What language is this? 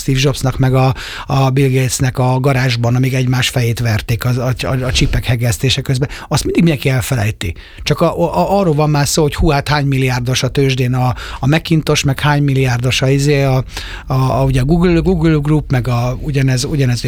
Hungarian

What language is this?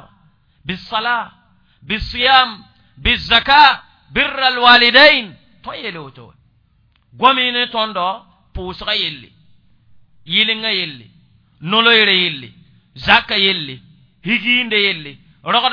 Mossi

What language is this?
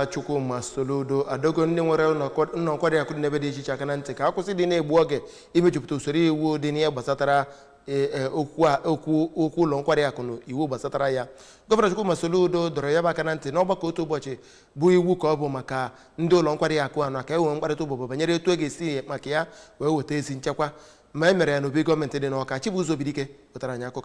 Igbo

